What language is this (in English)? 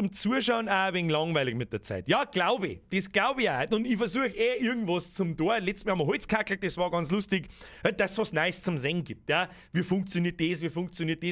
Bavarian